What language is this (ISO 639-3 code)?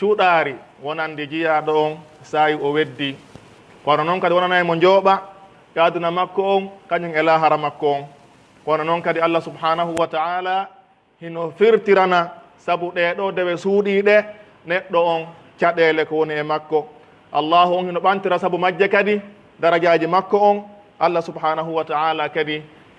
fuf